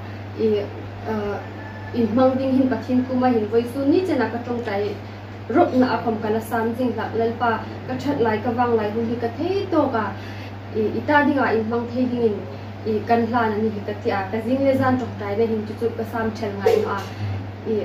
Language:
Hmar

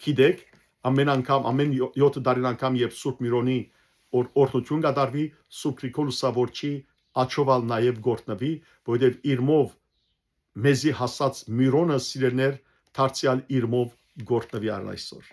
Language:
Western Armenian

